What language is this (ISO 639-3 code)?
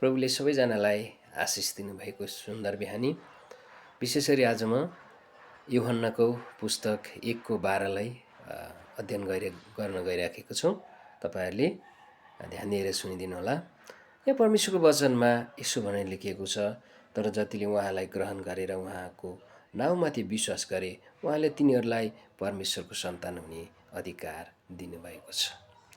nep